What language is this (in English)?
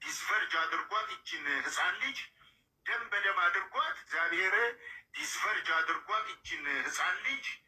Amharic